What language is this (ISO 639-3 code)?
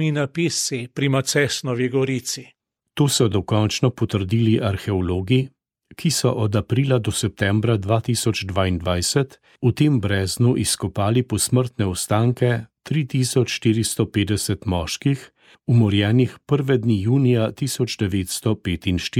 slv